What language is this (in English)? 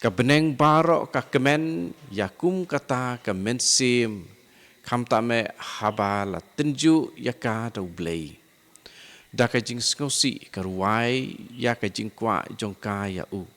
Khasi